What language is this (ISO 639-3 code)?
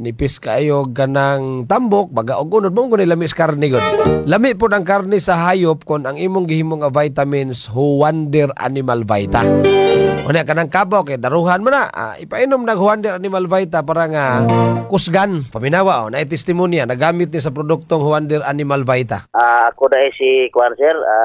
ceb